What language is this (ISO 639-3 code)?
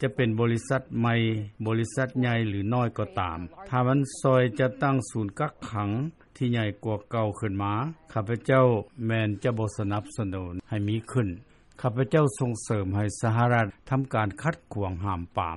lao